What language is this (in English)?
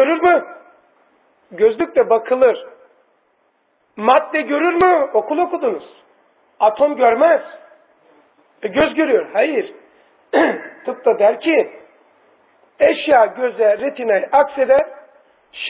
Turkish